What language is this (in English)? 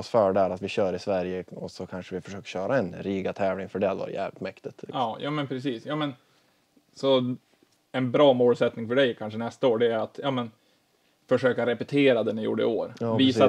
Swedish